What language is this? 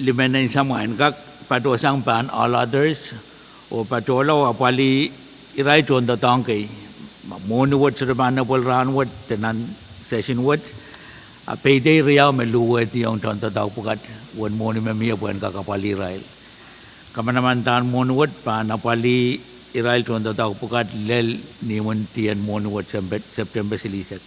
Pohnpeian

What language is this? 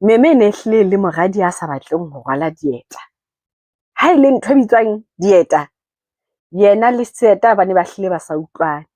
Southern Sotho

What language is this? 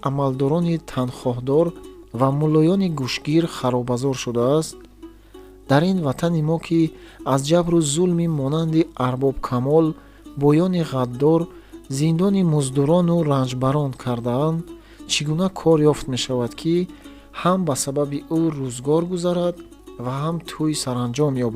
Tajik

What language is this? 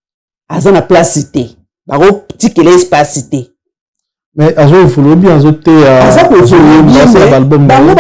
Lingala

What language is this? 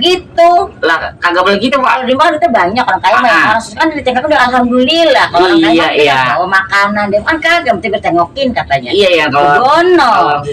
Betawi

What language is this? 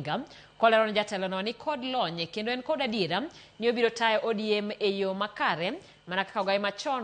Luo (Kenya and Tanzania)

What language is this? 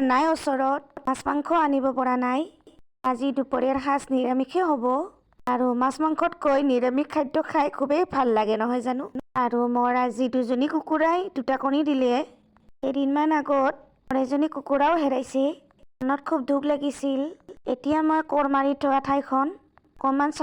Assamese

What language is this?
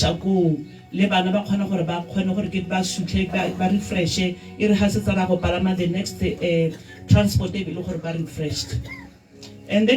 Tswana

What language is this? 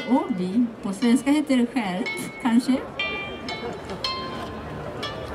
Swedish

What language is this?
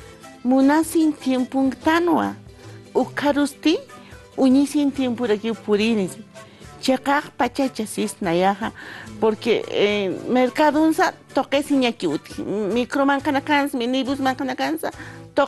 Aymara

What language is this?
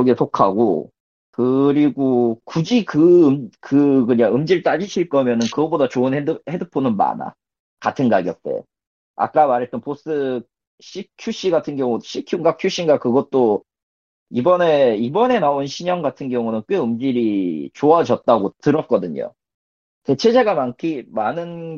Korean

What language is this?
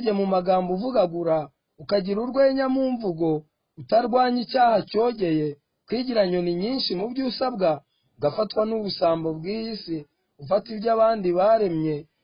Kinyarwanda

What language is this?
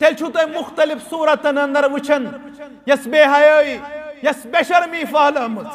Kashmiri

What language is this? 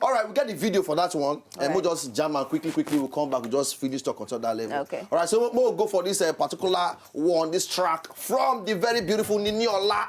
Nigerian Pidgin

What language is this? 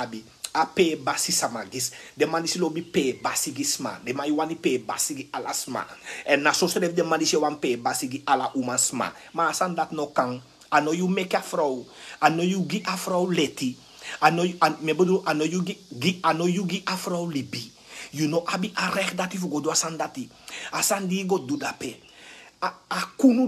Sranan Tongo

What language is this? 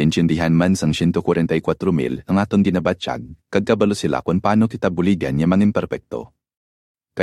Hiligaynon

